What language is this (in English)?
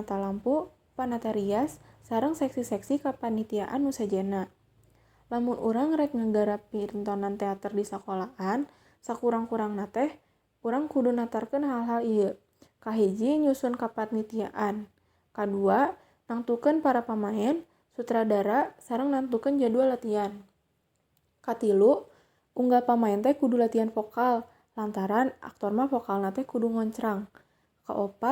Sundanese